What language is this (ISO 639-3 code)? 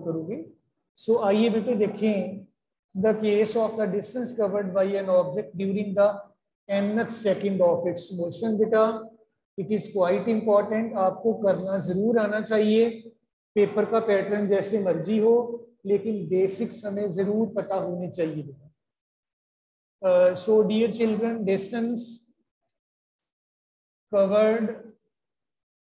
hin